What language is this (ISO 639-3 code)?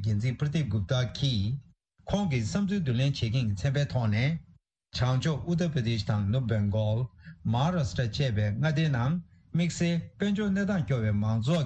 bod